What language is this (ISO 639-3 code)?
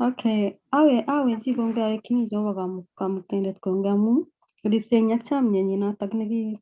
kln